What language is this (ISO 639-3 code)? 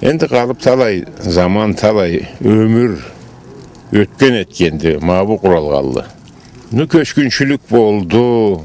krc